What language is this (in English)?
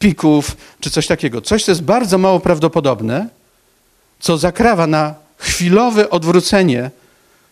Polish